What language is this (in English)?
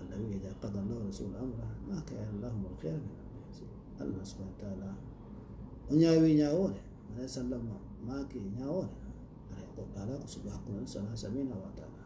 Fula